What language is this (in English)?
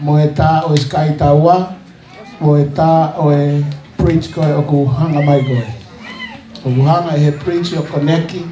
Tongan